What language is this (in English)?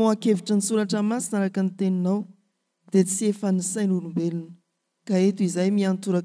Malagasy